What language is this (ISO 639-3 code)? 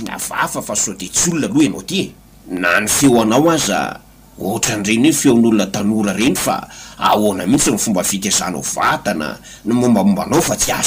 mlg